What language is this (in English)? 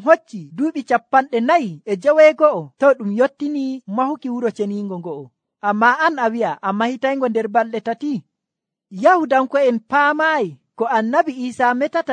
Nigerian Fulfulde